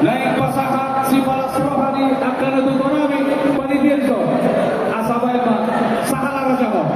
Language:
Batak Toba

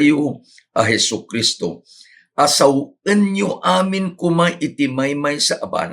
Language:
Iloko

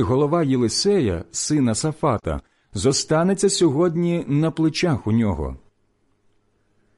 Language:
Ukrainian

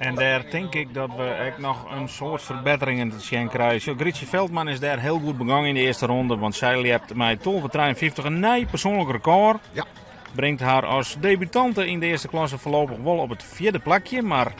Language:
Western Frisian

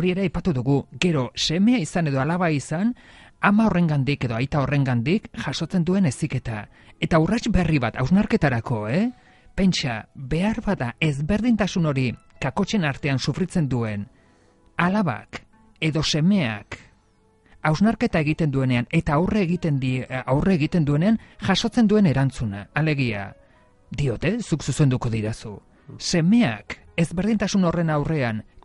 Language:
Basque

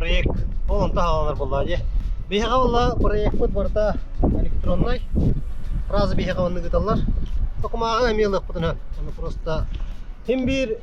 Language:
Yakut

